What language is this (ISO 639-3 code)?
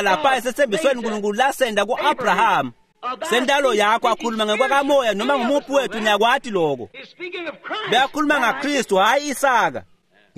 ssw